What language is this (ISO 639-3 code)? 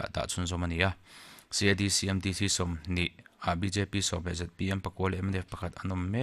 lus